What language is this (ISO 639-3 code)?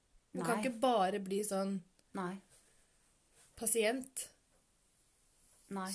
nor